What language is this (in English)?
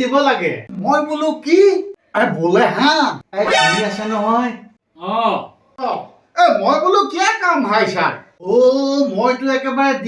Assamese